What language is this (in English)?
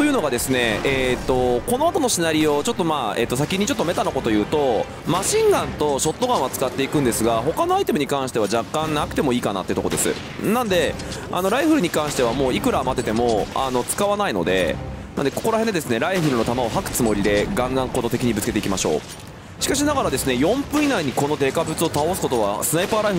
Japanese